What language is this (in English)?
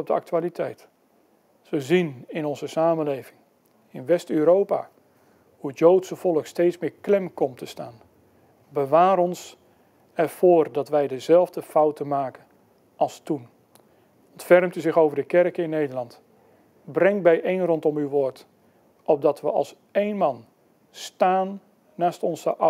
Dutch